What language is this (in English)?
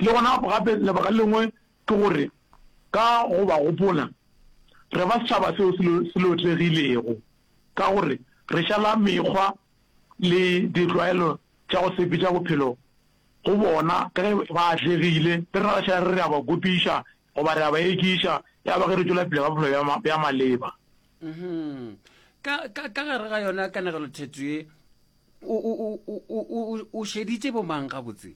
Northern Sotho